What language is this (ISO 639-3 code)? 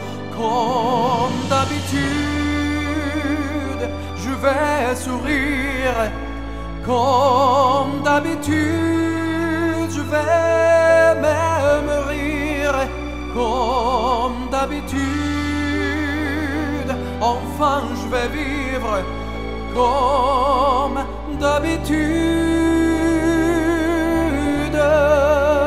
fra